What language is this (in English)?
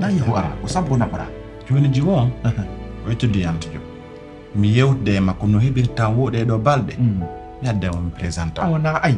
Pular